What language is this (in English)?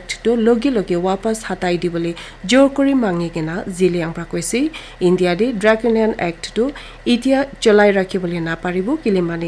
Naga Pidgin